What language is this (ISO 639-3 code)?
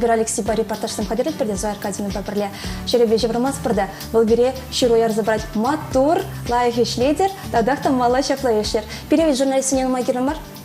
chv